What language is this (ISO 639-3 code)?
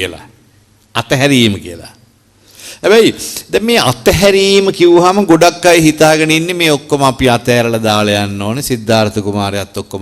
sin